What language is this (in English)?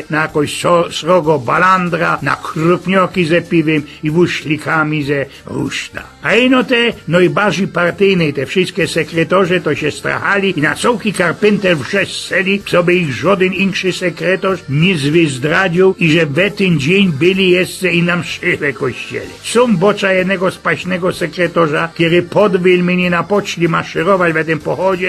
Silesian